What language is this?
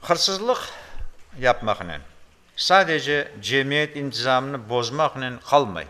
Crimean Tatar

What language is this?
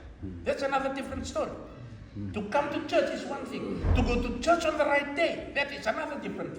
Fijian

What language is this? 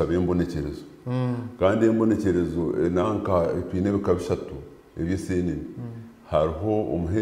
Nyankole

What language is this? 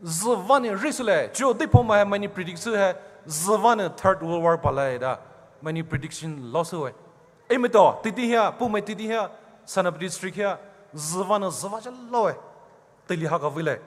Poumei Naga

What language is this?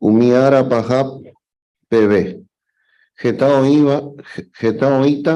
Guarani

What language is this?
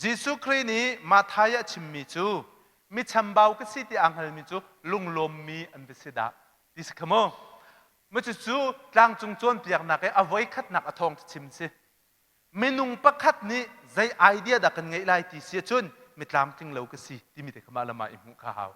Hakha Chin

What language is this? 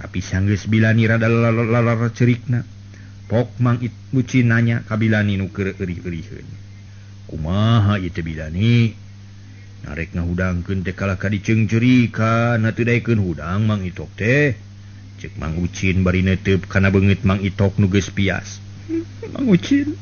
Sundanese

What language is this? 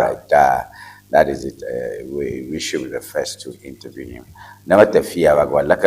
Ewe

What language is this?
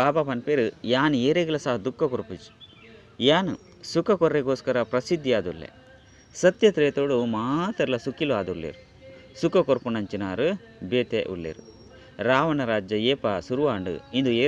Tulu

